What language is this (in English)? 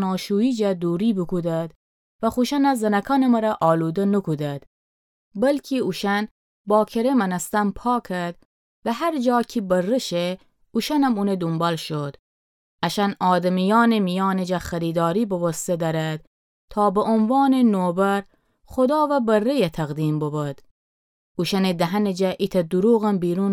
Gilaki